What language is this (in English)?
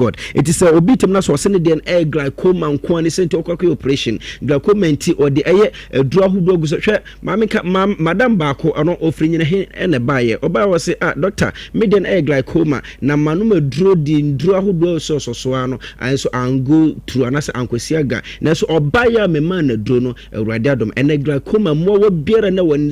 Akan